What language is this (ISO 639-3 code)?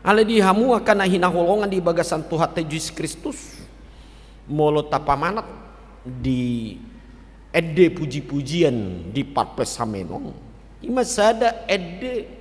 bbc